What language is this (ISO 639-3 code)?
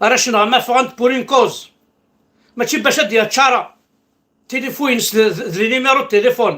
kab